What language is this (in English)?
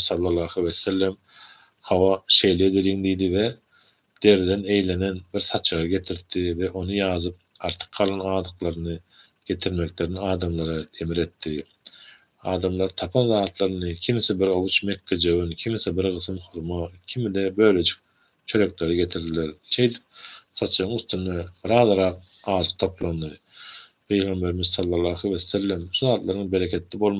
Turkmen